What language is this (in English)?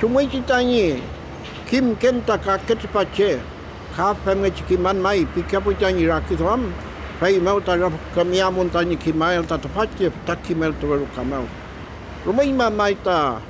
Mapuche